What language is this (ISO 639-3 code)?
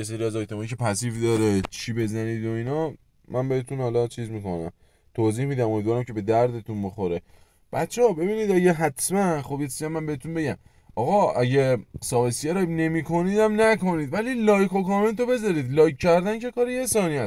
fas